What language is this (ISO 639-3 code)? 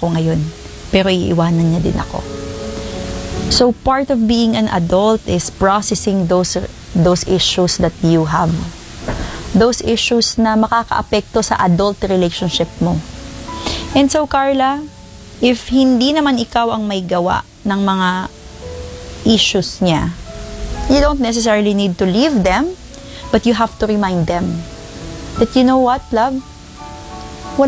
fil